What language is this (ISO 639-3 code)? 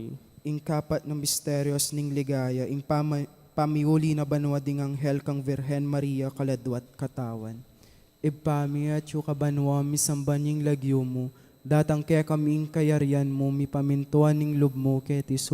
pam